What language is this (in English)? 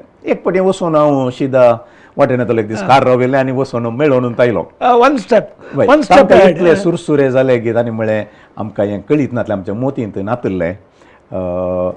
Konkani